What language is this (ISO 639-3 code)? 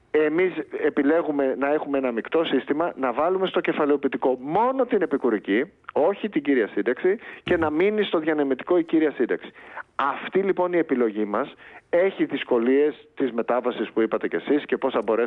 ell